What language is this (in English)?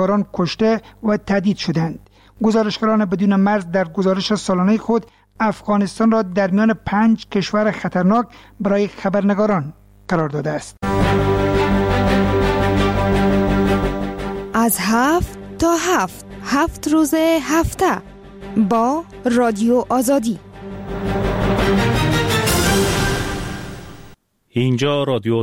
Persian